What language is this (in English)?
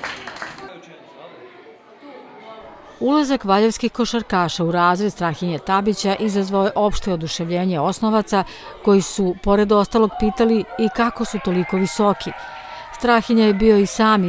Serbian